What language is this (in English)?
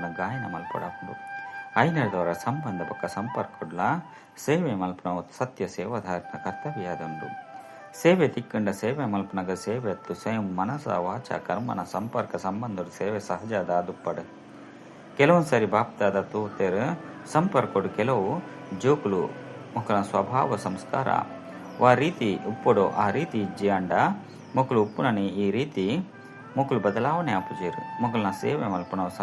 Tulu